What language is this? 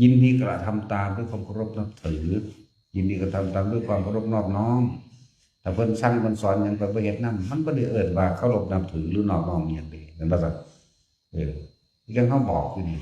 Northeastern Thai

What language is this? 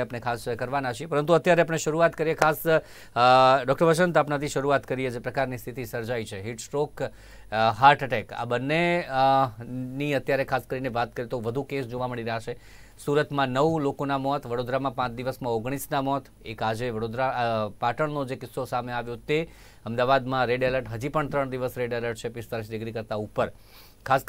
Gujarati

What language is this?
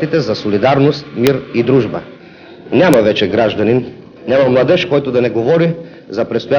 Bulgarian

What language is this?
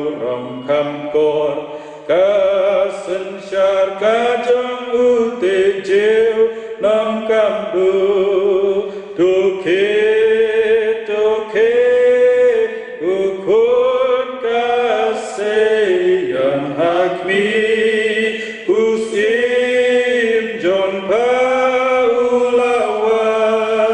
Khasi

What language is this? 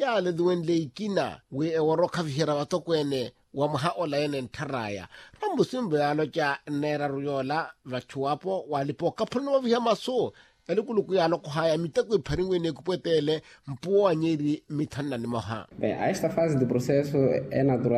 Makhuwa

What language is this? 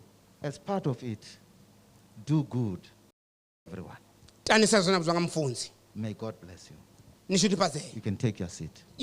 Venda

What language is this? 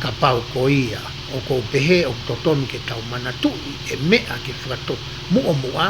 Tongan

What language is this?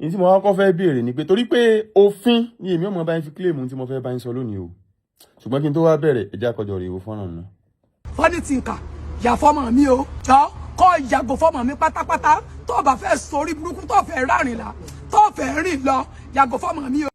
Yoruba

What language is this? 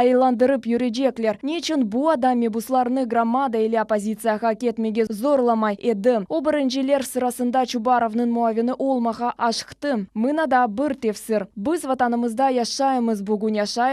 Crimean Tatar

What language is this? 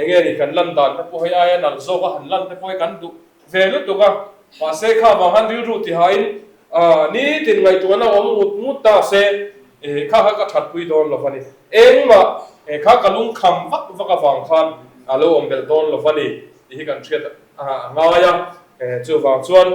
Mizo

